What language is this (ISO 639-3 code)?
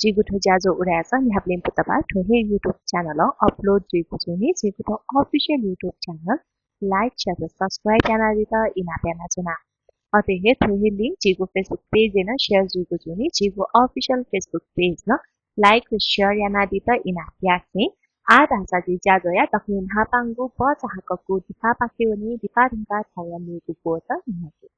new